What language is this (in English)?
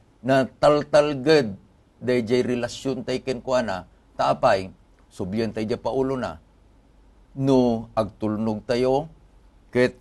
Iloko